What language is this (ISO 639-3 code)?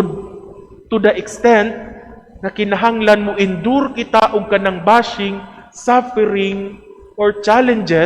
ceb